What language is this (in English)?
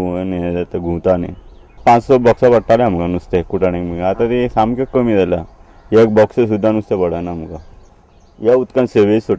Konkani